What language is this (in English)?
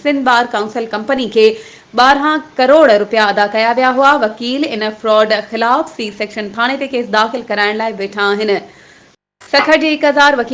Sindhi